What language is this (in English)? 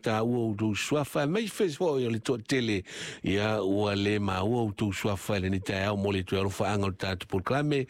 Samoan